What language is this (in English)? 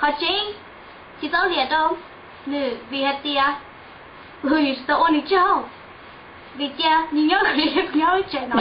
Hmong